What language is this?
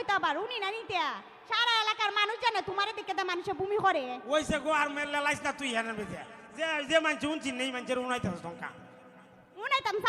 Sylheti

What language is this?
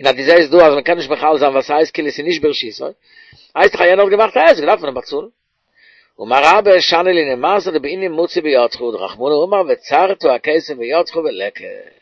Yiddish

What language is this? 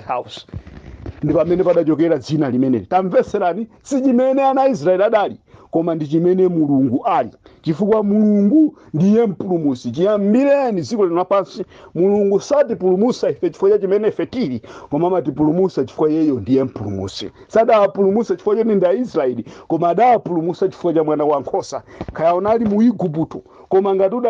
Nyanja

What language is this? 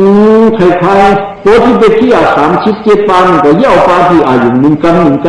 Shan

